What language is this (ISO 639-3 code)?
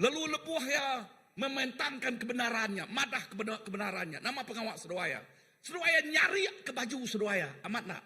iba